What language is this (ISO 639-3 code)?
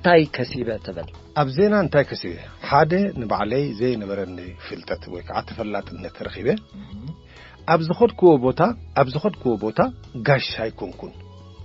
tir